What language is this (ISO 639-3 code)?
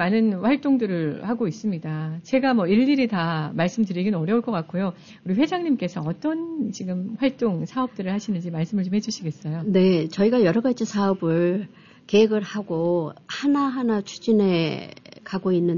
kor